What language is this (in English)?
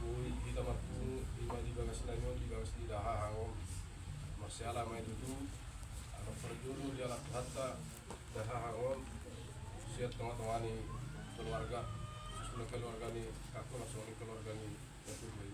Batak Toba